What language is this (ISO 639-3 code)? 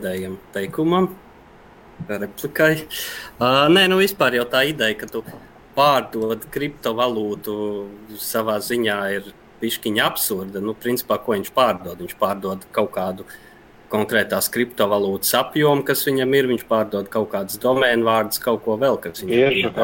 lav